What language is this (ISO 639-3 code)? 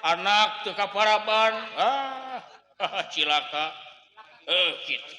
sun